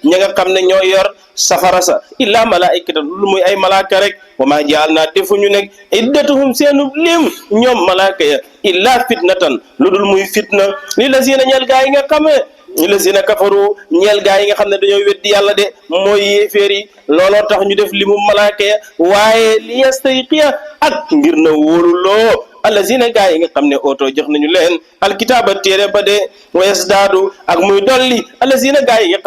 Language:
Wolof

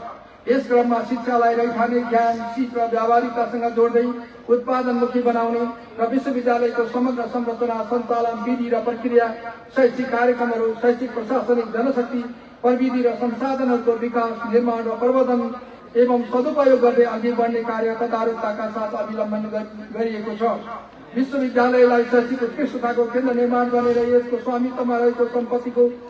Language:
Nepali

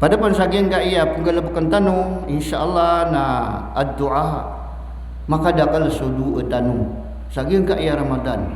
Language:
Maranao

